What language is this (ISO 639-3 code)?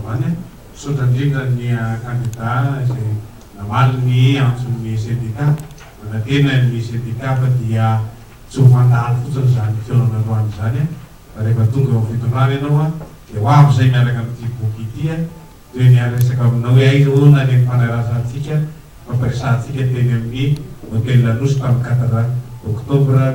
mlg